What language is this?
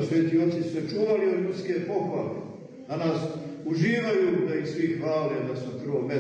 Serbian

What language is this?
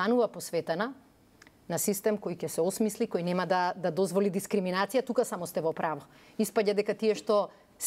Macedonian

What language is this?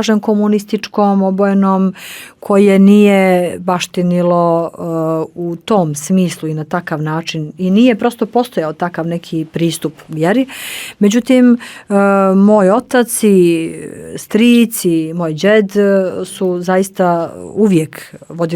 Bosnian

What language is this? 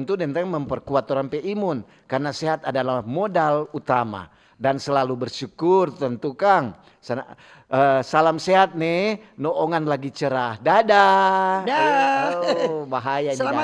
Manado Malay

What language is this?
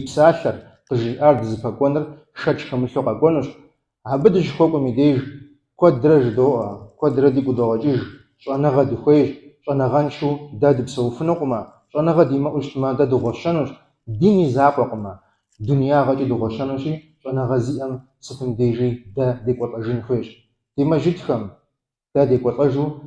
Kabardian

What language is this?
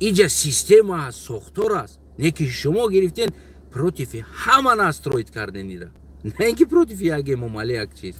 Tajik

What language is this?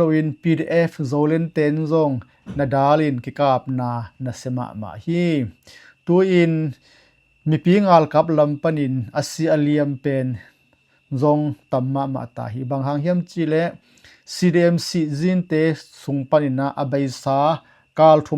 Tedim Chin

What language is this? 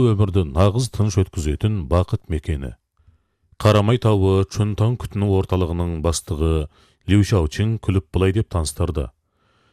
Kazakh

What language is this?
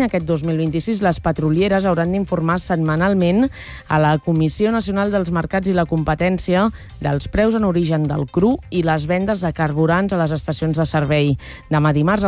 Catalan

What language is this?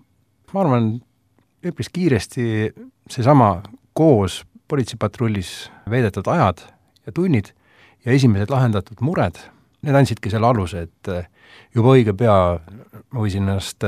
Estonian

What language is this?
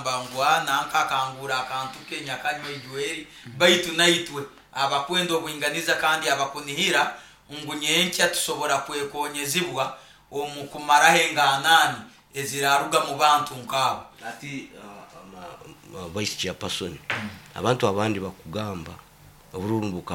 Nyoro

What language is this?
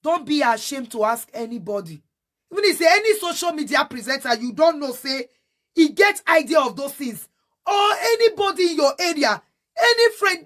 Nigerian Pidgin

